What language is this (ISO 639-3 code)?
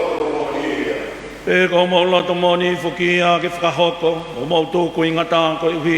ton